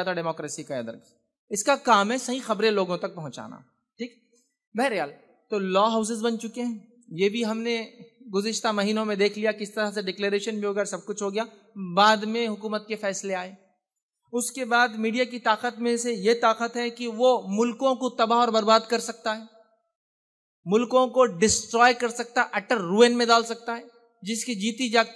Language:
Urdu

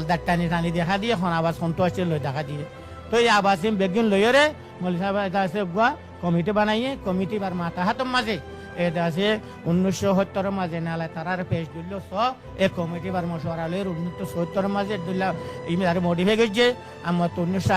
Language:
Rohingya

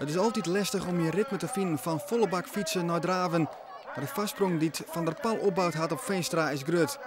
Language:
Western Frisian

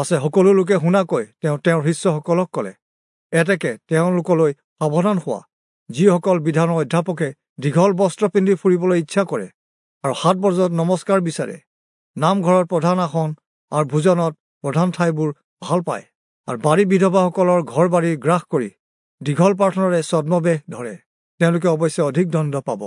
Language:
Assamese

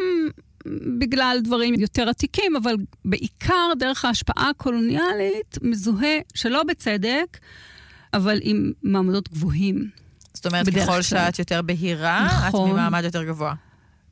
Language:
Hebrew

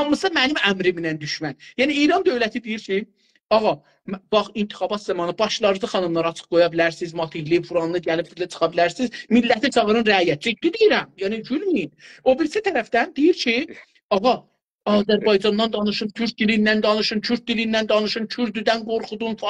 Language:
South Azerbaijani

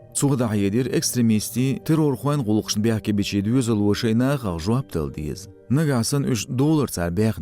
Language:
Chechen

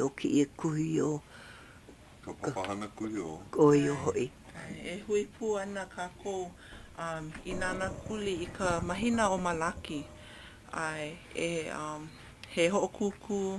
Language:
Hawaiian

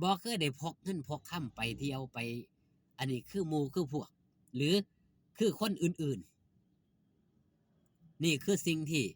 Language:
Lao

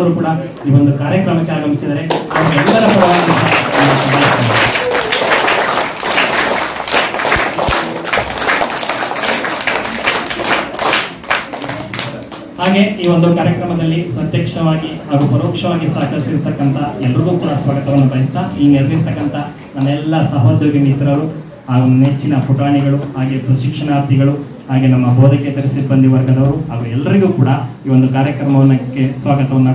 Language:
Kannada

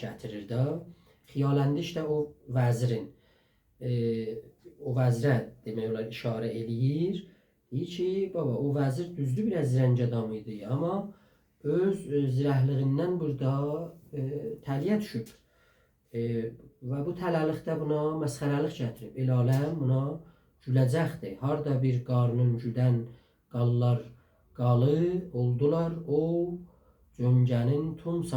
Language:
South Azerbaijani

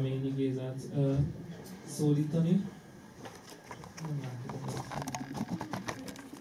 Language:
Hungarian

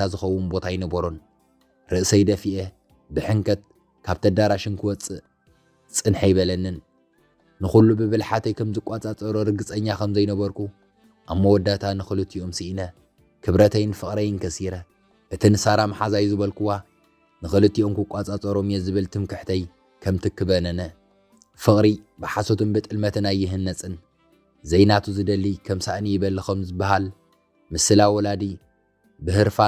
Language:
Tigrinya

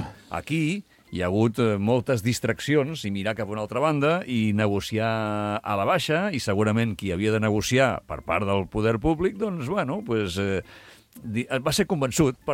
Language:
Catalan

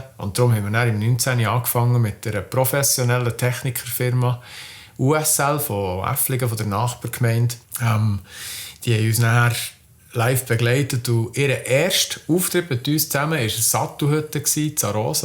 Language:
Swiss German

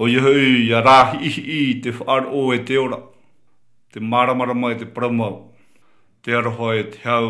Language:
Tahitian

